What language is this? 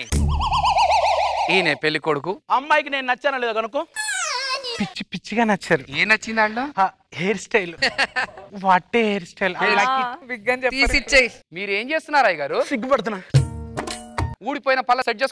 Telugu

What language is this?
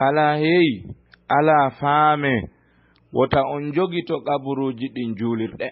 Fula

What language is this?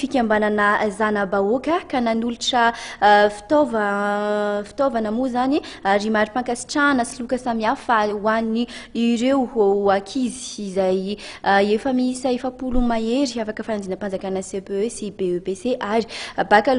Malagasy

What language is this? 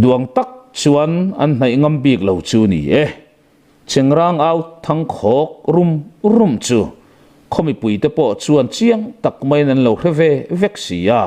Mizo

